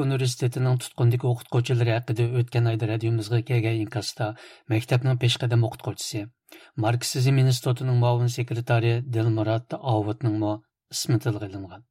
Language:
Uyghur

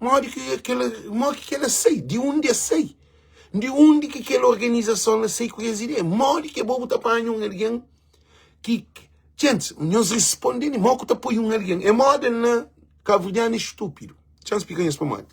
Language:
Kabuverdianu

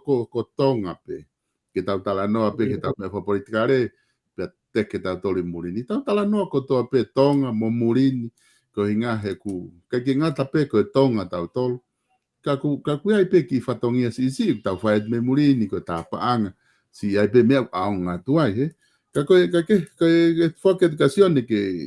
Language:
Tongan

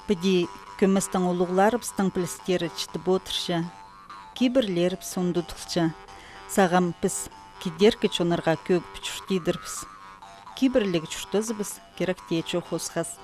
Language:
Khakas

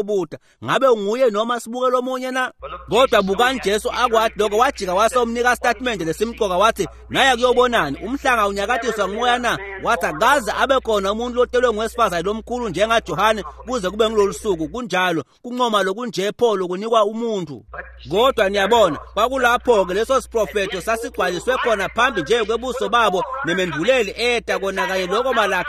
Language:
Swati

